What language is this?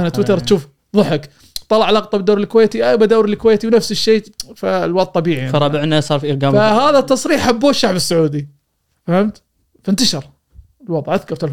Gulf Arabic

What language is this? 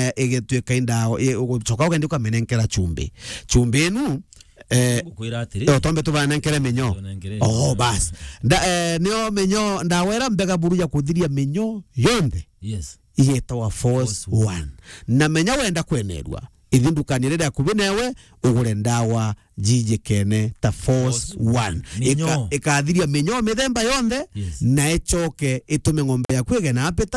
Meru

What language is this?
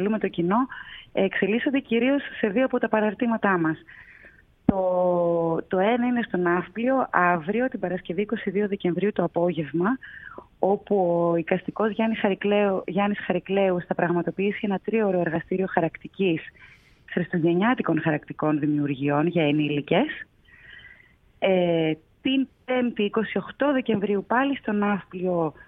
Greek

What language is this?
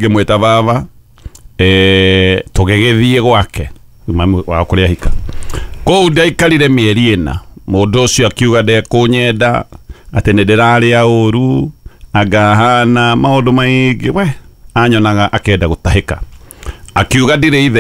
Kikuyu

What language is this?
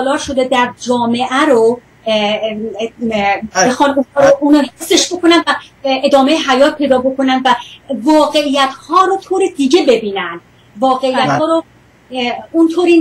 Persian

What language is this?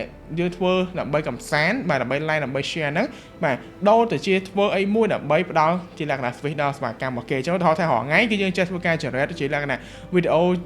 Khmer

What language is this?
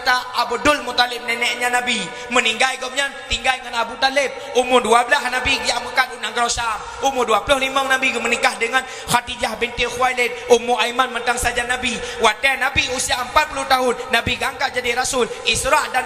Achinese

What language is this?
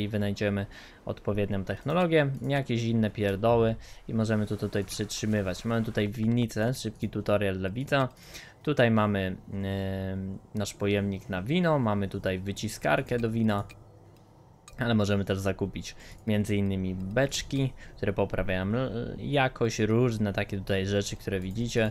Polish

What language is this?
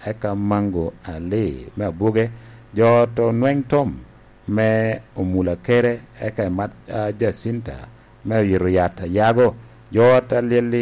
Lango (Uganda)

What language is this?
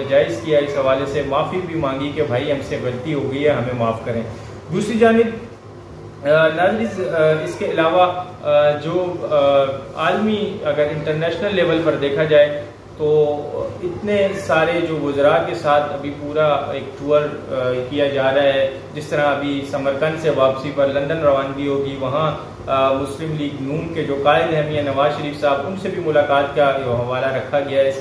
Urdu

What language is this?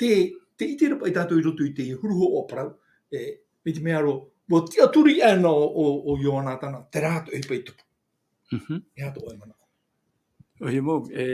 Tahitian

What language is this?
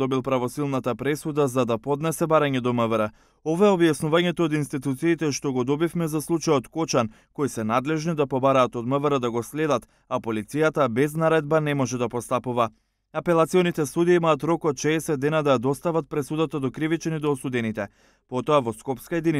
Macedonian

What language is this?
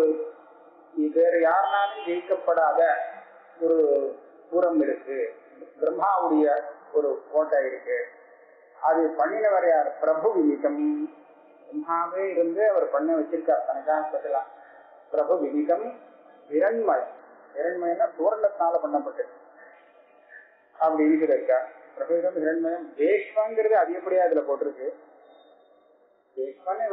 Tamil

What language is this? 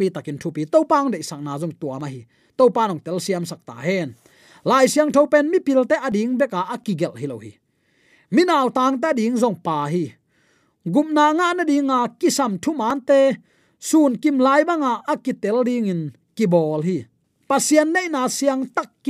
Tedim Chin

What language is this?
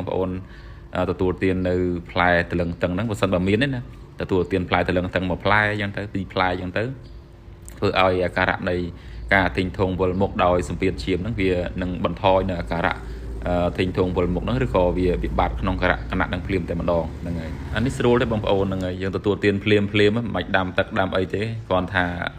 Khmer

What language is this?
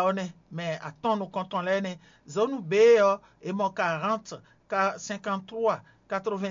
Fon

